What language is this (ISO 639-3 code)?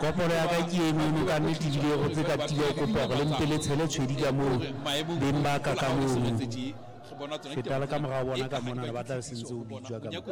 sot